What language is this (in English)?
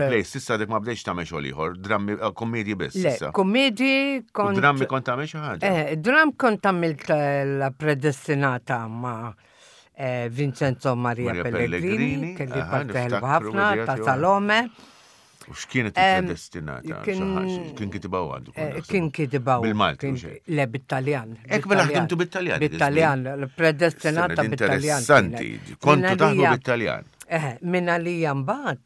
Maltese